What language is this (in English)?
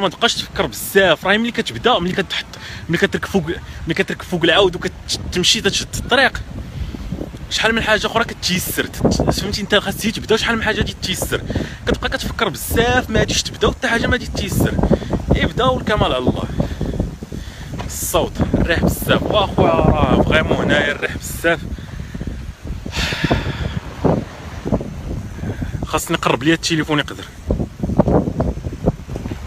Moroccan Arabic